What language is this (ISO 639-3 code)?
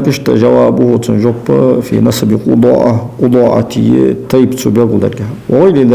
inh